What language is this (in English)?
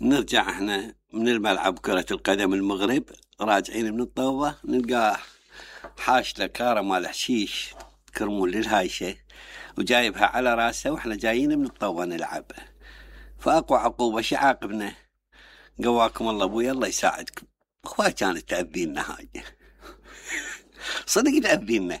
Mesopotamian Arabic